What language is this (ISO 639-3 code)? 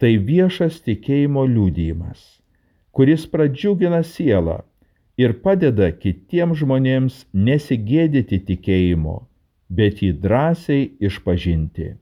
lit